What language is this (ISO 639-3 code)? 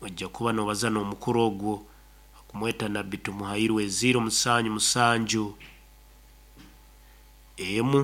nyo